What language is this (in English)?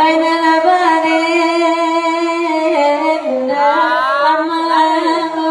Minangkabau